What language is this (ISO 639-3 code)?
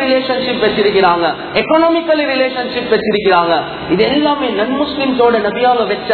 tam